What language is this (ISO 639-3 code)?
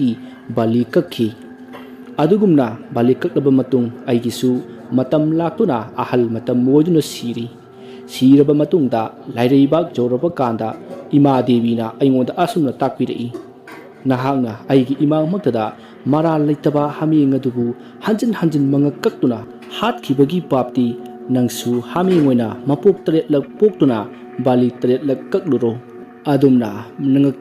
mni